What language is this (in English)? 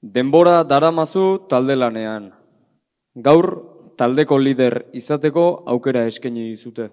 Basque